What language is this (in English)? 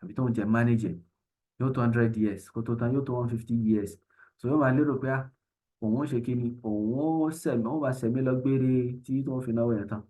Yoruba